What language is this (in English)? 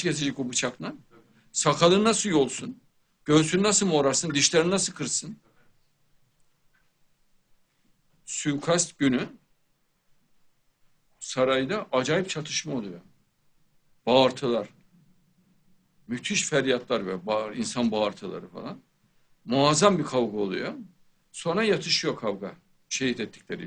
Turkish